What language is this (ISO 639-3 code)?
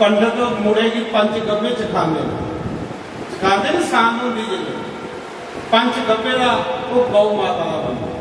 doi